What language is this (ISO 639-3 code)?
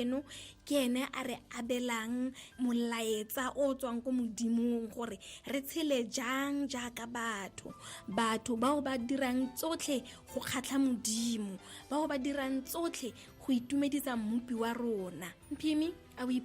tsn